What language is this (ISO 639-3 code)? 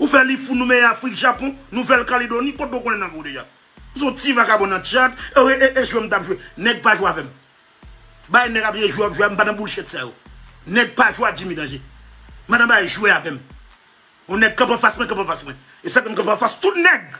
hat